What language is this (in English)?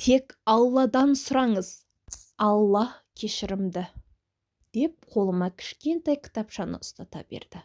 Kazakh